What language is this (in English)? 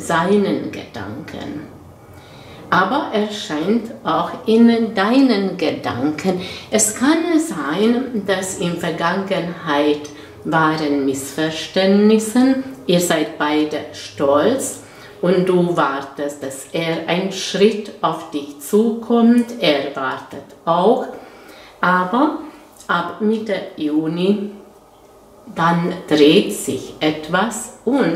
German